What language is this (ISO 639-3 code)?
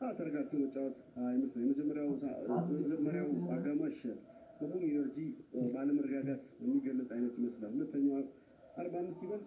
amh